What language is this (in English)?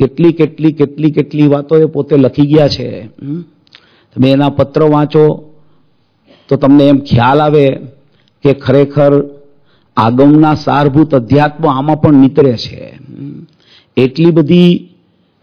Gujarati